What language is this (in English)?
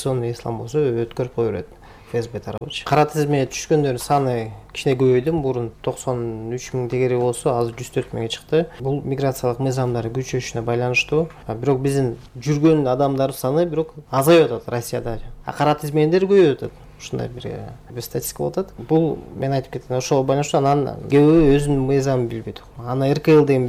Kyrgyz